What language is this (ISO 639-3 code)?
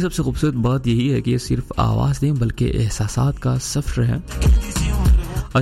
urd